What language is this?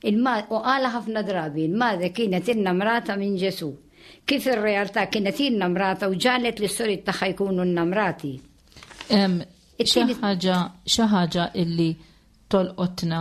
Maltese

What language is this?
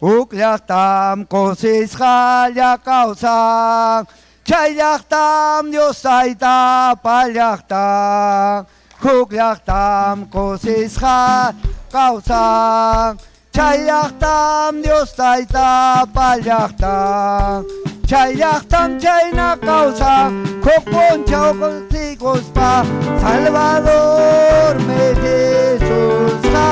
Ayacucho Quechua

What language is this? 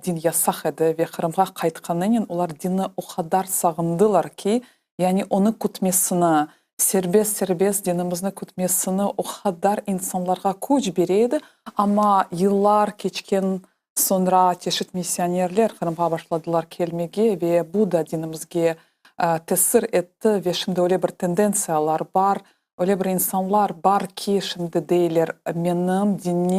Crimean Tatar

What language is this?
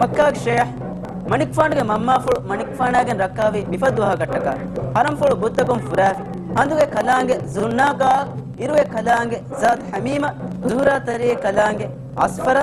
Divehi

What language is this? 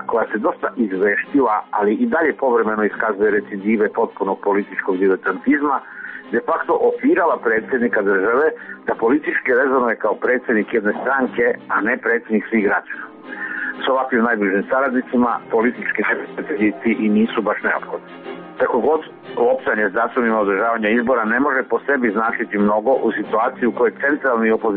Serbian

